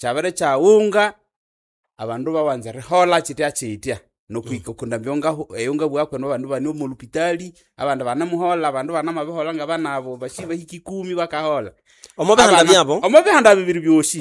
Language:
Nande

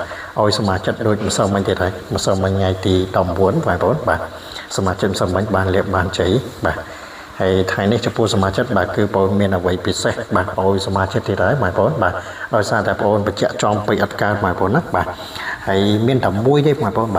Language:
Khmer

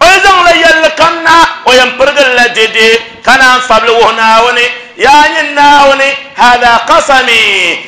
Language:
Dagbani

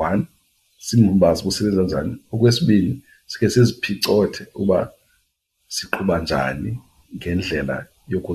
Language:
Xhosa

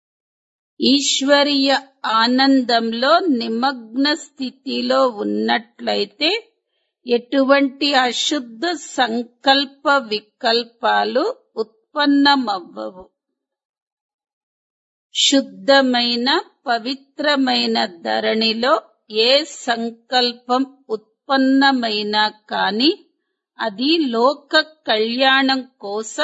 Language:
Telugu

